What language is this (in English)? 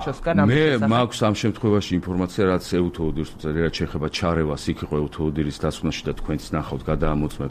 Georgian